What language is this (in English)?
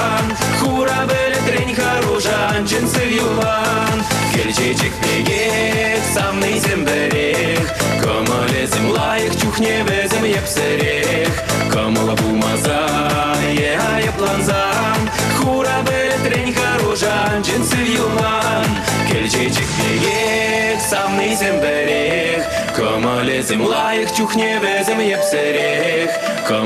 Chuvash